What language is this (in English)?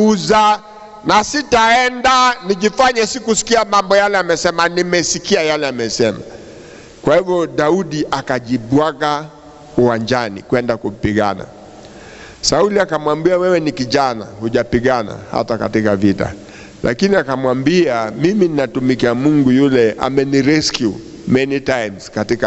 Swahili